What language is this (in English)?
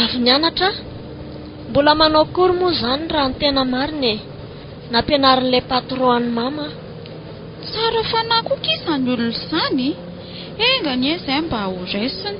Malagasy